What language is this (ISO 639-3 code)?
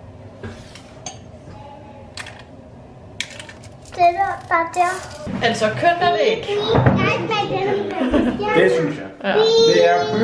dan